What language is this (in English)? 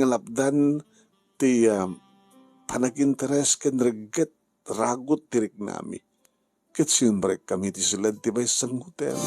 Iloko